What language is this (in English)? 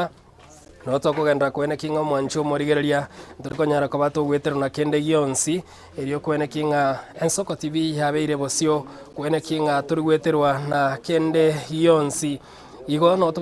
Gusii